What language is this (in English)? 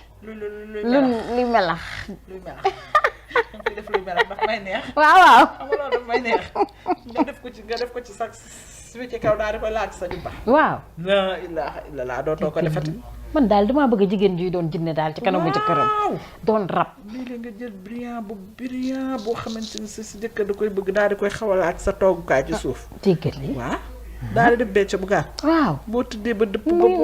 Wolof